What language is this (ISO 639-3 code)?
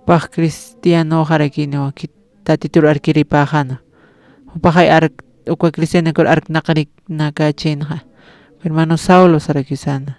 aym